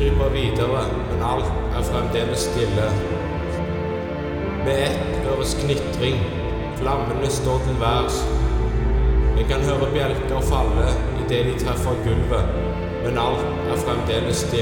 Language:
Norwegian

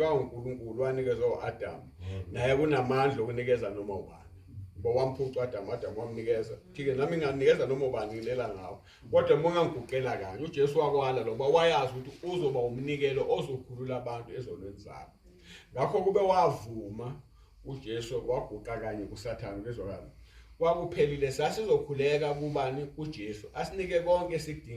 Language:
Zulu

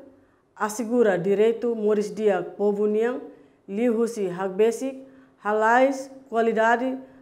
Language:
Tetum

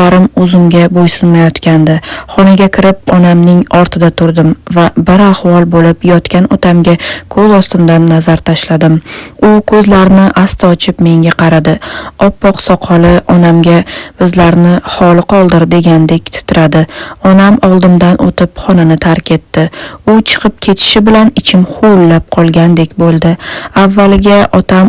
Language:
Uzbek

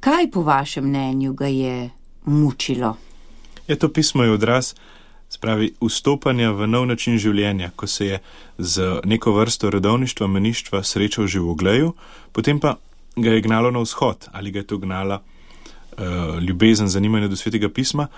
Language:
Slovenian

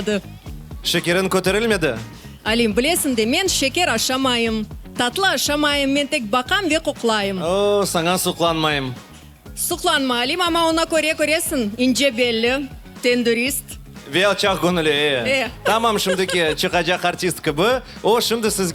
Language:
Crimean Tatar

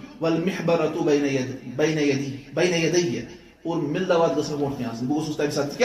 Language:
Kashmiri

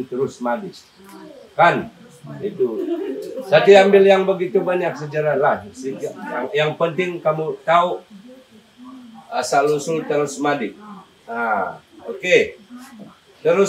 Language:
Malay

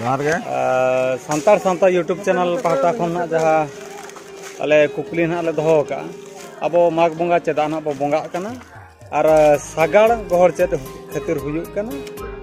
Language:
Santali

